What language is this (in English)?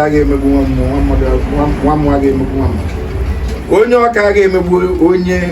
Igbo